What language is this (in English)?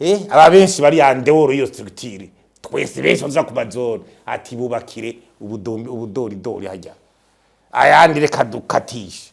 Rundi